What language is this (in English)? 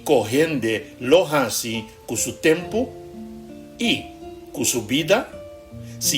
Papiamento